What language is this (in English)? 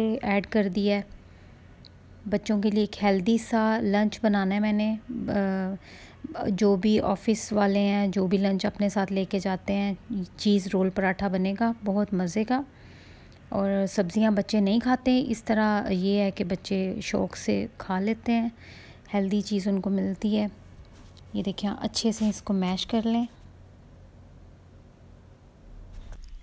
Hindi